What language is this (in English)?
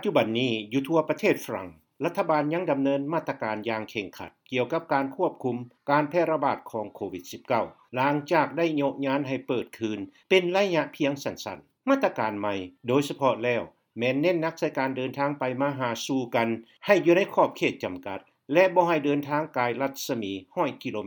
Lao